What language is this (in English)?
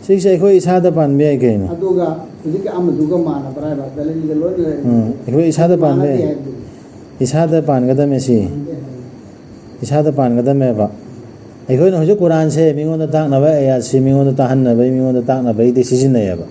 Manipuri